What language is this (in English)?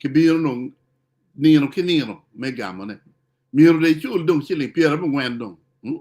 Acoli